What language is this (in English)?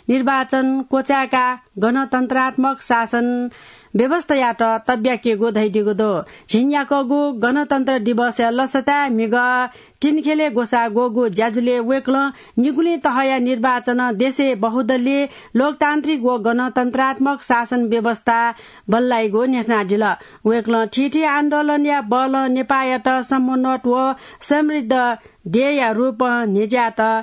Newari